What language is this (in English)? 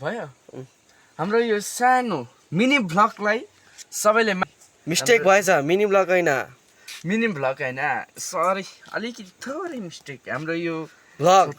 Nepali